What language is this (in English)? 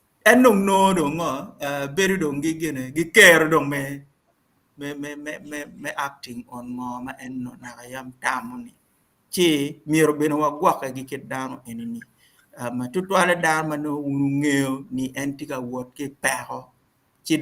Acoli